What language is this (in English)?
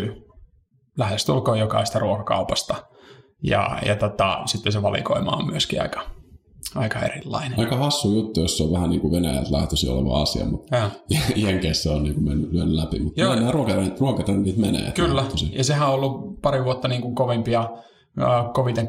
Finnish